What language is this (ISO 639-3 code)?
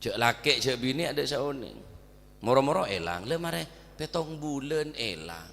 mad